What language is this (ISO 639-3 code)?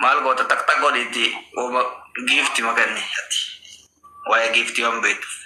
orm